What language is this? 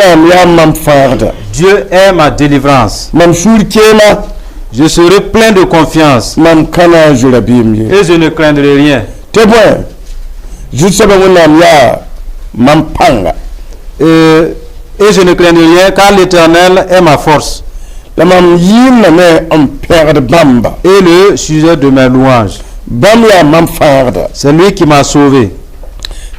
Mossi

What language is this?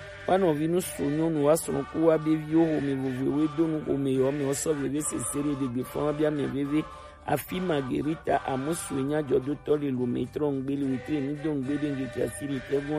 Gen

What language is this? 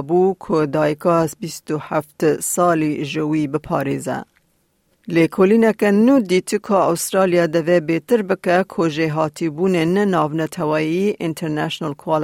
Kurdish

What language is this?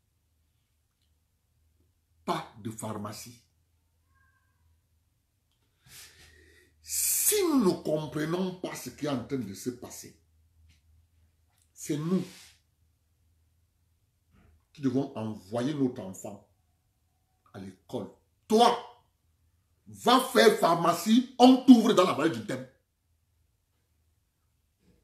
French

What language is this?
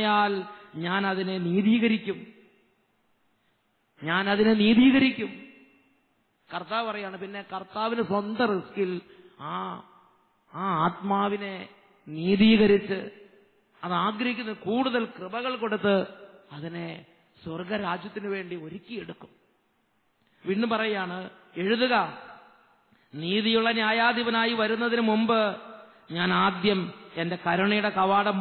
Malayalam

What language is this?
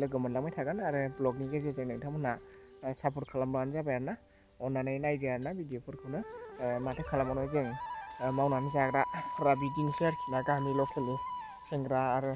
Bodo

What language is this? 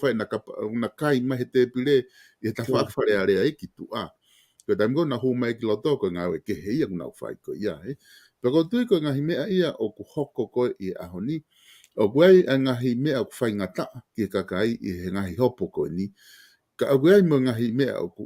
Tongan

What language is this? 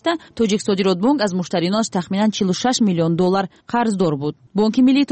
Tajik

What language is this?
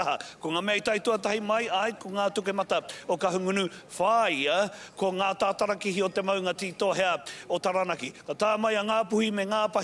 Māori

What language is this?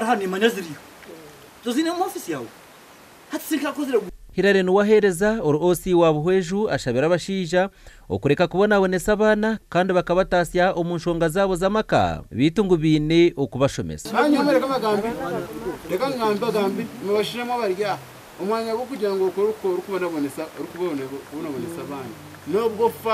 Nyankole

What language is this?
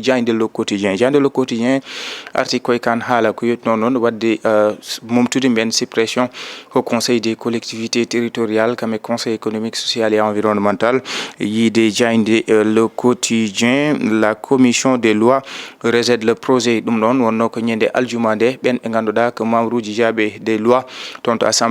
Fula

